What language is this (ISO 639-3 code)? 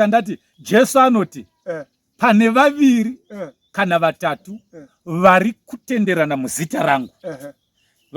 sna